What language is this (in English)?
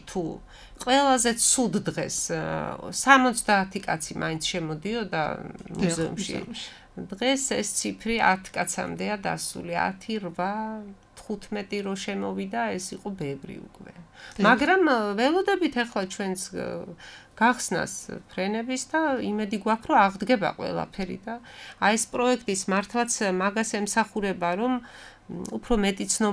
Georgian